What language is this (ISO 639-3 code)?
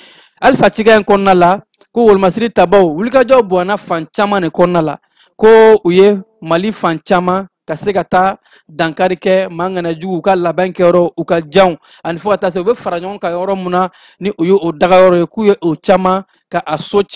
bam